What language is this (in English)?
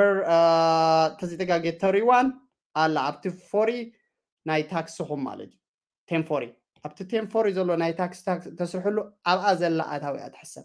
Tigrinya